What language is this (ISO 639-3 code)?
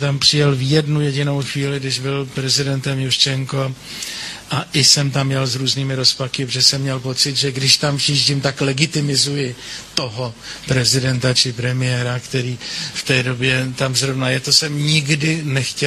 ces